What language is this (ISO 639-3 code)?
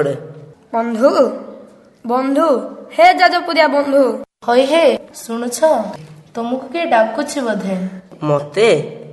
ori